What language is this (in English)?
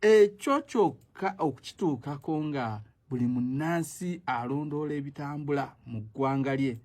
Ganda